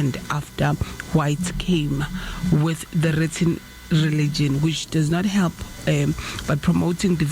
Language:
Zulu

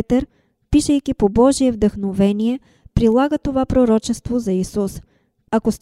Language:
Bulgarian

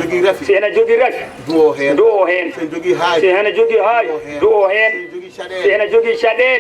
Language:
Fula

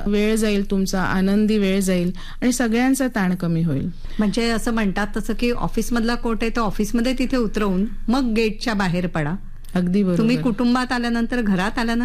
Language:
Marathi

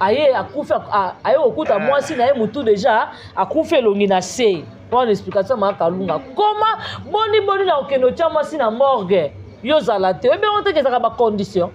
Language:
Lingala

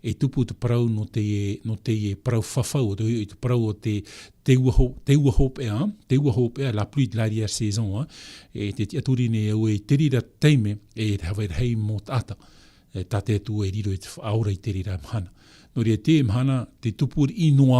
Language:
Tahitian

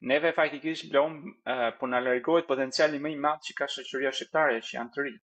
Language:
Albanian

